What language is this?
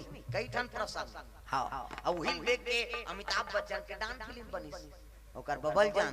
Chhattisgarhi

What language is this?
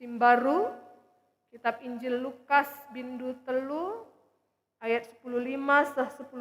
Batak Karo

